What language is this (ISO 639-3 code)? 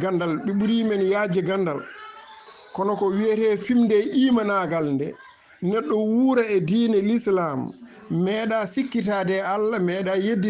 ful